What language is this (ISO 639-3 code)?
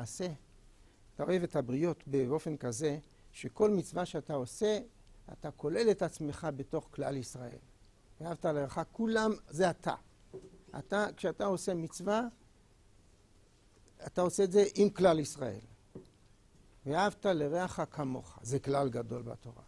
heb